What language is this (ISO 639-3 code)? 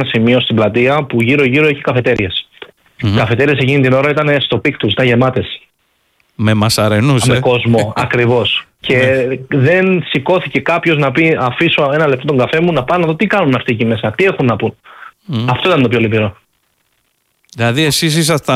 ell